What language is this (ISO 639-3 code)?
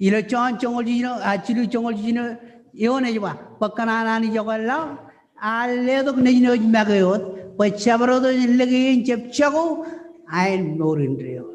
mah